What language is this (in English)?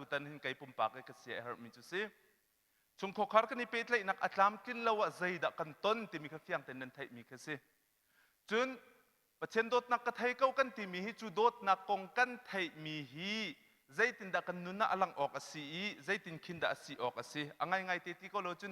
Hakha Chin